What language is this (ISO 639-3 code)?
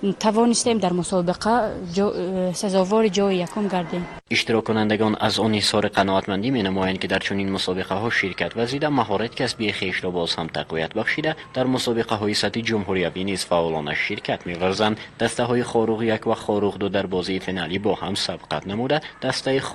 tgk